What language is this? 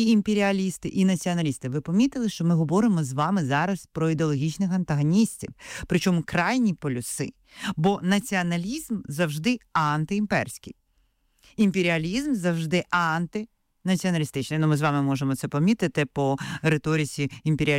Ukrainian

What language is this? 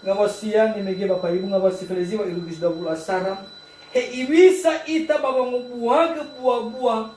Nias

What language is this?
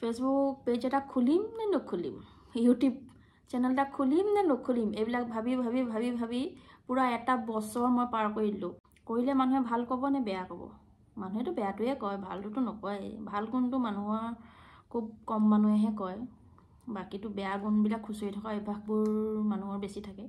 Assamese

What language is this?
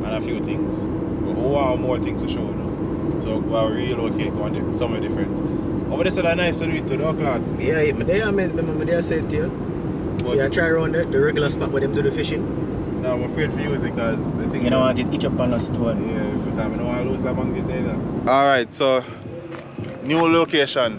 Jamaican Creole English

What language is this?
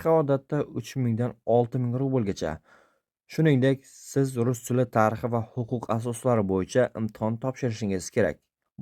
Uzbek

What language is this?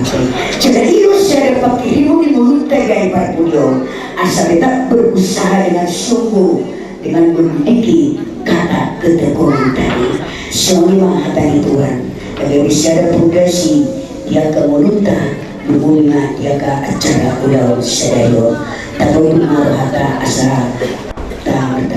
Batak Toba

